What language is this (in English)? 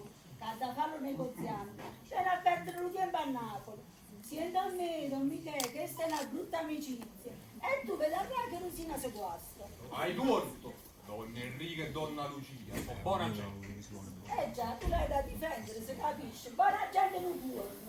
Neapolitan